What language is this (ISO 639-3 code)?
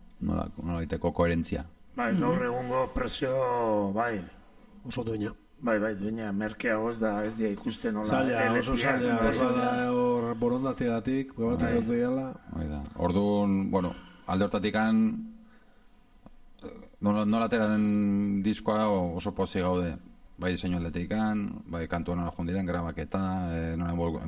eus